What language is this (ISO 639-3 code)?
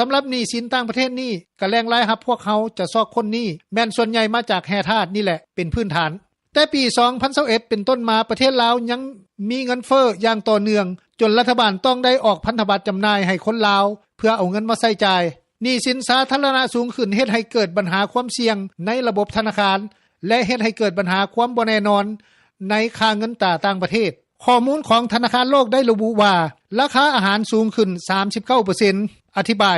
lao